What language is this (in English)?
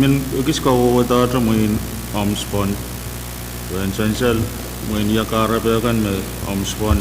Pohnpeian